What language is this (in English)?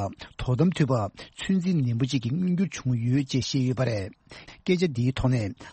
Tibetan